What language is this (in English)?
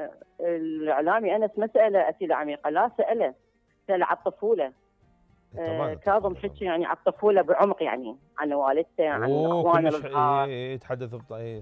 Mesopotamian Arabic